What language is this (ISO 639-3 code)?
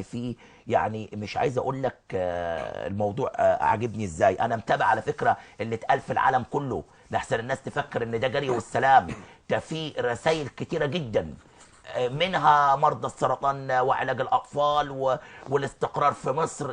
arz